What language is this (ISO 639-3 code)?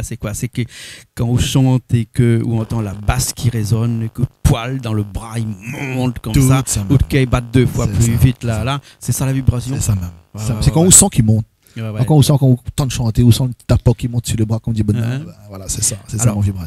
rcf